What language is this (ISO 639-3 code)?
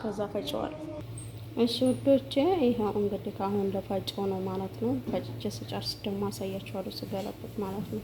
amh